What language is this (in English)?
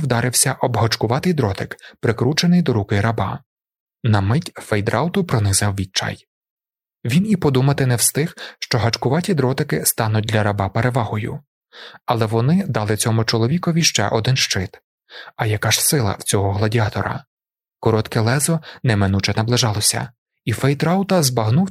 Ukrainian